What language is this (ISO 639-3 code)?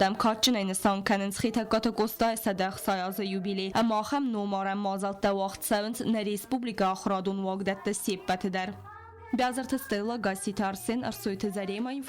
oss